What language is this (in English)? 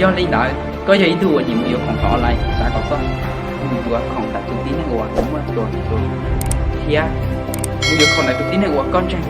Hmong